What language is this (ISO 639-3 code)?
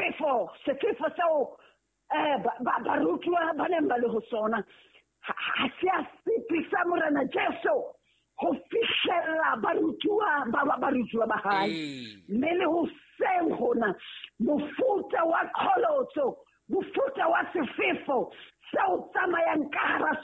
sot